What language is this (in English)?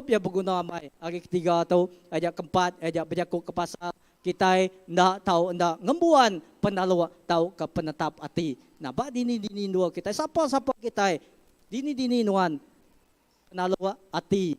Iban